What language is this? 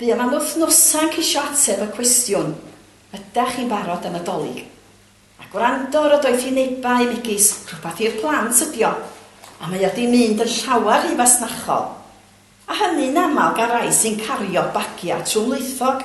Welsh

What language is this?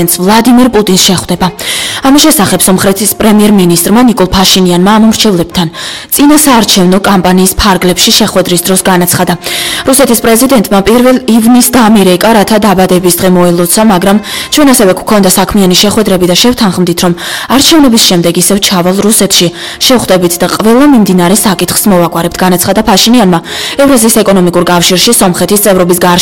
Georgian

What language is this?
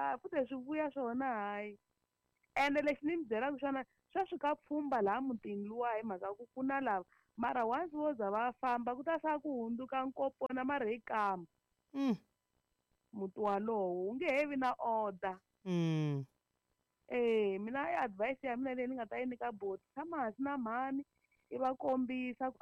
Tsonga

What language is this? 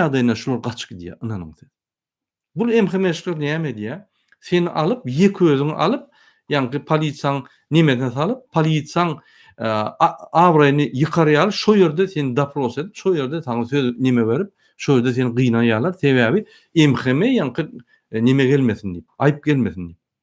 Turkmen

